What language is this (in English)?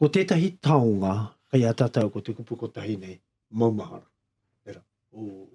Māori